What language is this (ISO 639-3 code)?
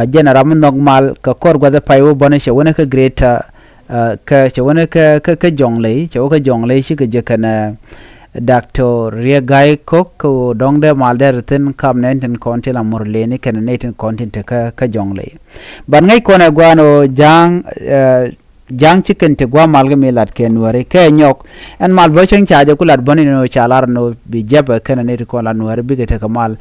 nus